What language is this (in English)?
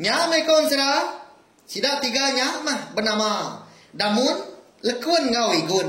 Iban